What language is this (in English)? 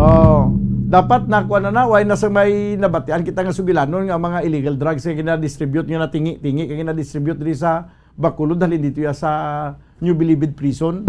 Hiligaynon